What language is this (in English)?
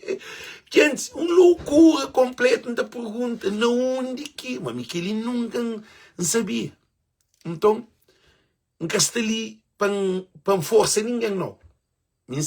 Kabuverdianu